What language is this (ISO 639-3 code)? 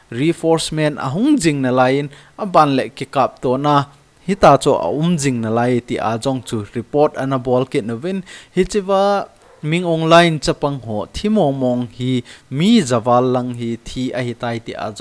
tcz